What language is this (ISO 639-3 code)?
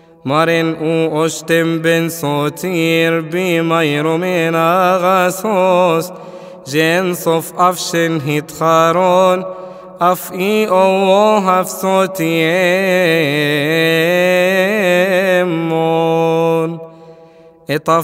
ara